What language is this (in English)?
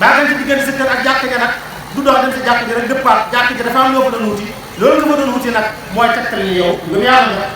Wolof